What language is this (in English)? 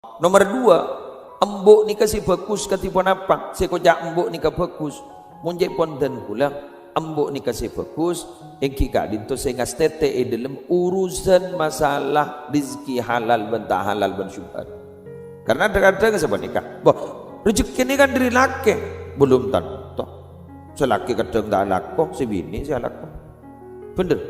Madurese